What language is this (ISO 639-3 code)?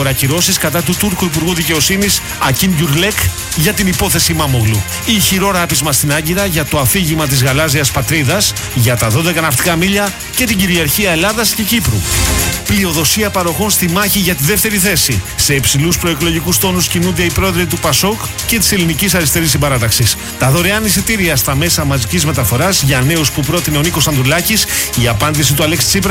ell